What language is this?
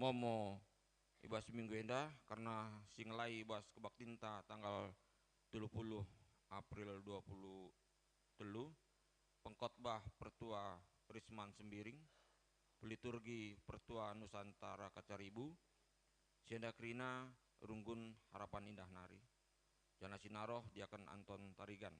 Batak Karo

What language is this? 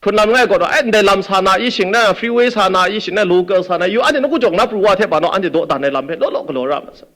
Kachin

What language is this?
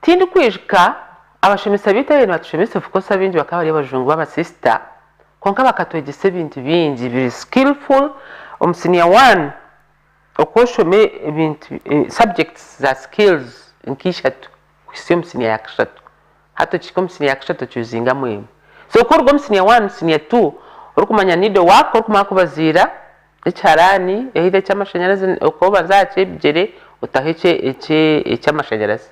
Nyankole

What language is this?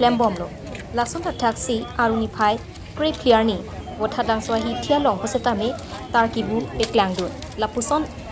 Karbi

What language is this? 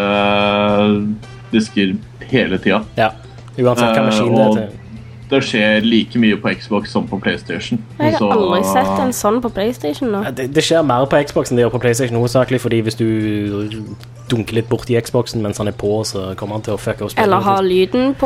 Norwegian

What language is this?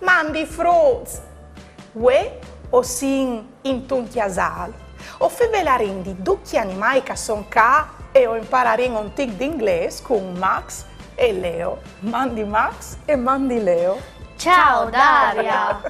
Friulian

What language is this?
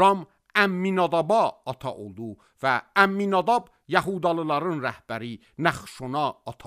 Azerbaijani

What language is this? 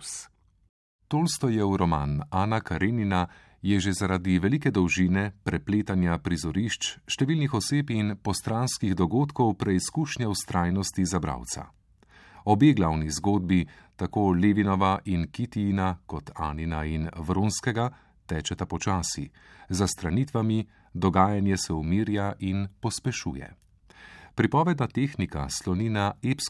Slovenian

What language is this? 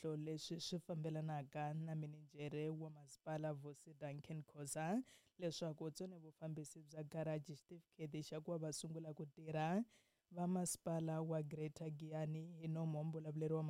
Tsonga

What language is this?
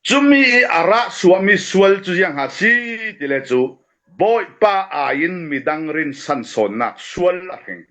Falam Chin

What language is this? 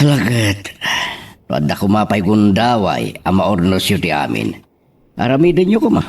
Iloko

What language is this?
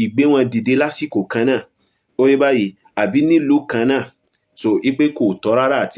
Yoruba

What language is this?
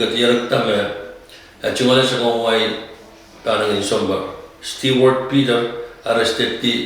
Pohnpeian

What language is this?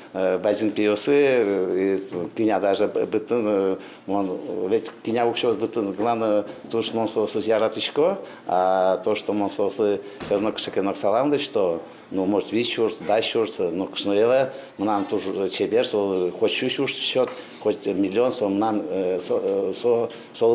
Udmurt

